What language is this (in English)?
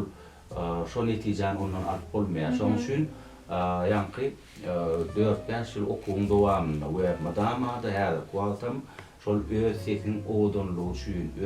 Turkmen